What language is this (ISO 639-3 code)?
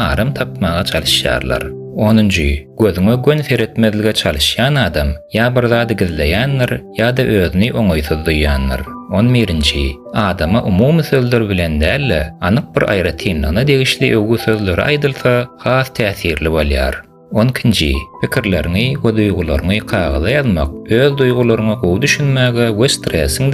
tuk